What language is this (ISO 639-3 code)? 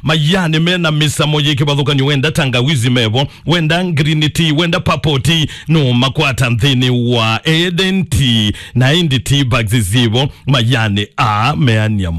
kam